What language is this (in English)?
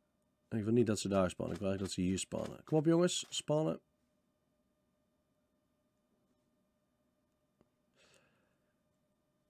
Dutch